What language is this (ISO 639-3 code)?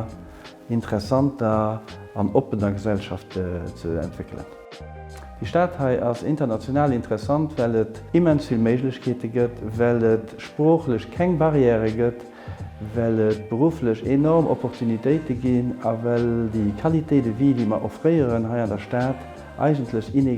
ltz